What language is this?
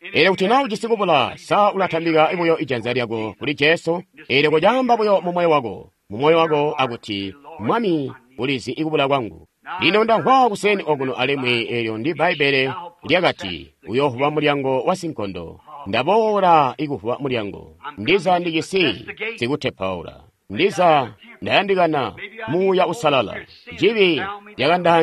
Tonga (Zambia)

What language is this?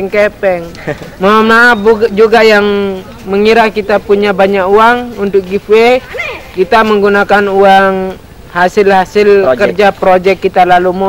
Sasak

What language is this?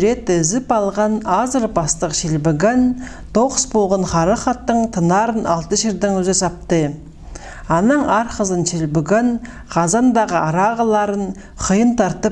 Khakas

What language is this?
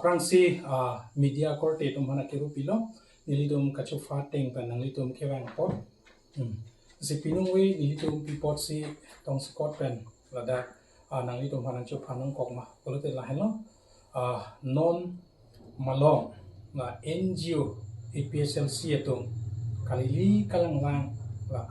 Karbi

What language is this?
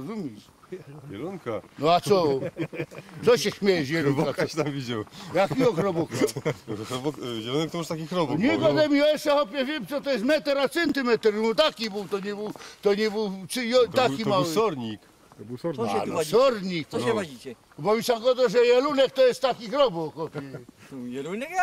Silesian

